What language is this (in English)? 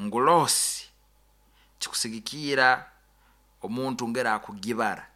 Nyoro